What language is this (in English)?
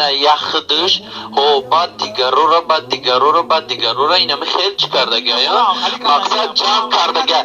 Tajik